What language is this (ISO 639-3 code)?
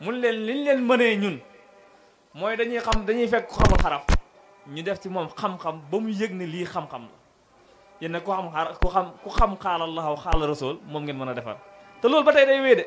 wol